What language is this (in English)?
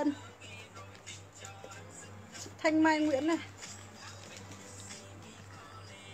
Vietnamese